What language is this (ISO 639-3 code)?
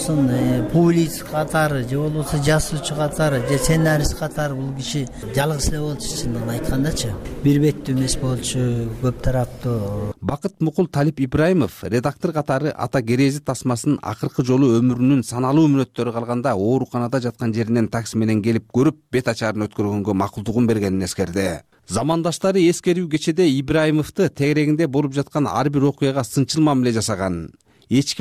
kir